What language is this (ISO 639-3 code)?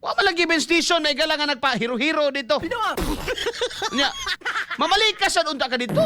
ceb